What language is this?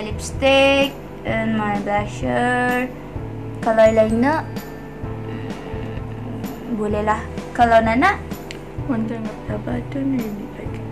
Malay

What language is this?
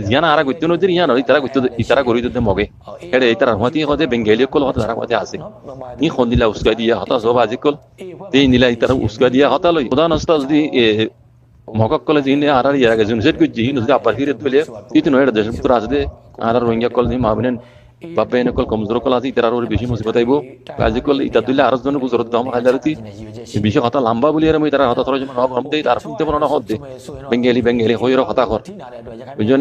Rohingya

